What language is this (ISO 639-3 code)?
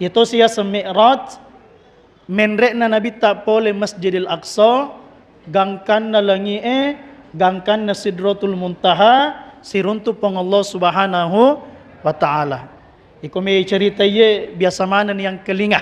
bug